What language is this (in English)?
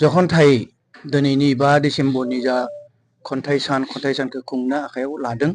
Bodo